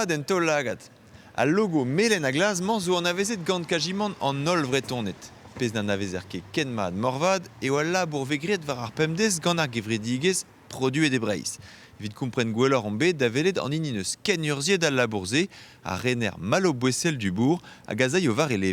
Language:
Breton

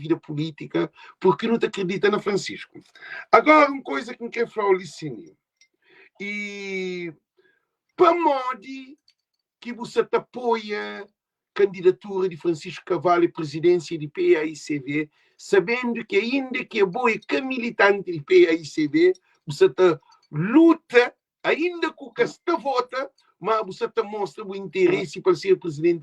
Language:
Kabuverdianu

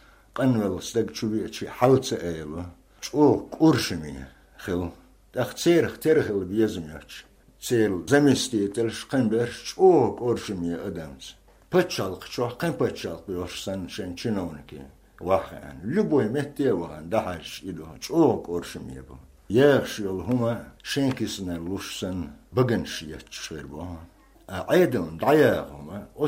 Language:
Chechen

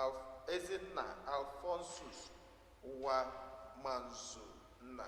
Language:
Igbo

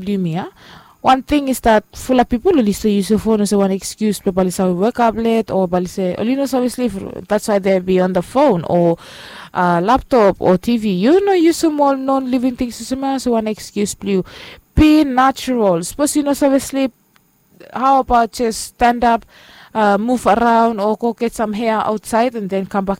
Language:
Bislama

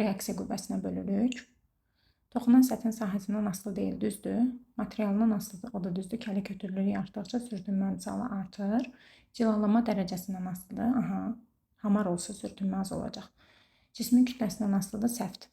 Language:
Azerbaijani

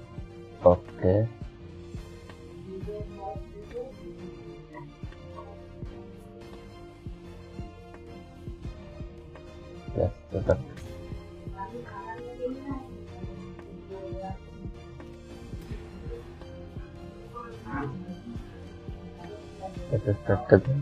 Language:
English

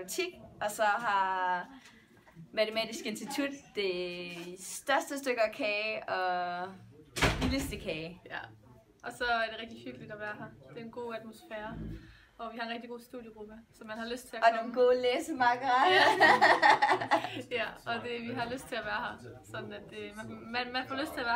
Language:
Danish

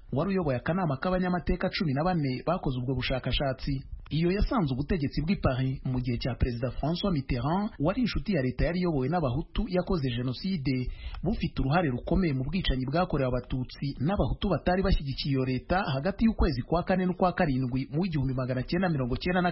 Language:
Kinyarwanda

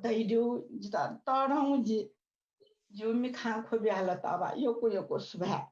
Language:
Newari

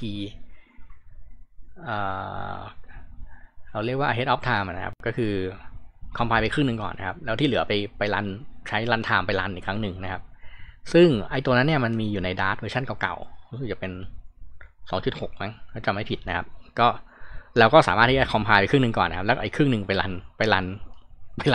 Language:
Thai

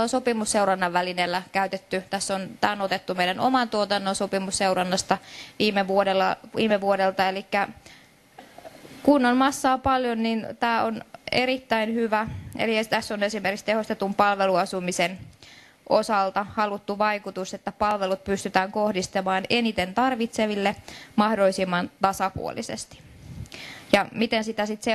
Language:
Finnish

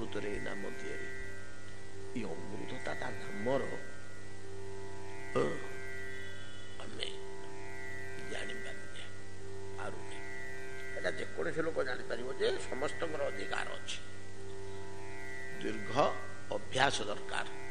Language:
Odia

